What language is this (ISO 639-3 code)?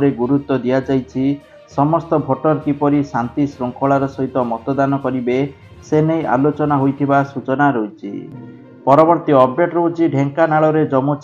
ori